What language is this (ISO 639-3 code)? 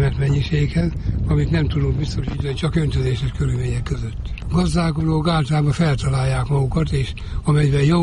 hun